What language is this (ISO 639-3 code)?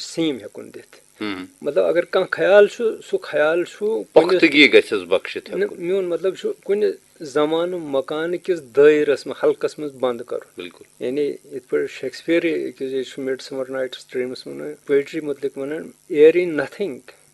kas